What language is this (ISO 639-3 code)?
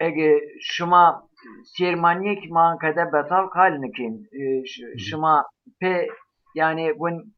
zza